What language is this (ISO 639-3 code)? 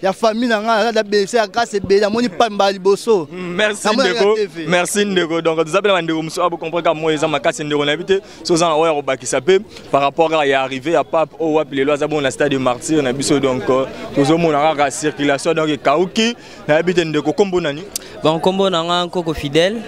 lin